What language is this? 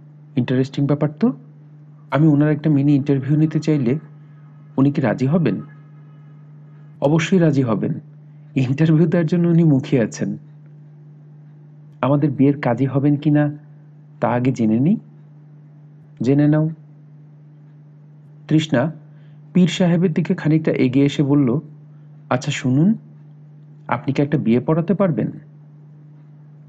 Bangla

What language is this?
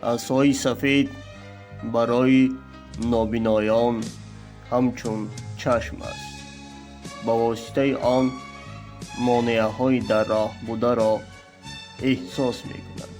Tajik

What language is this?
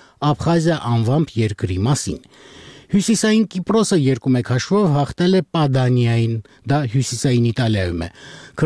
Armenian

